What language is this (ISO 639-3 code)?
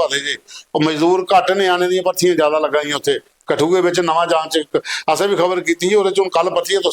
doi